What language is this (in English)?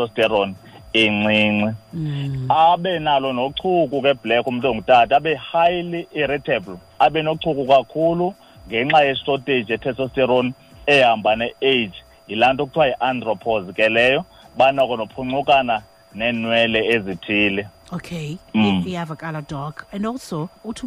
Xhosa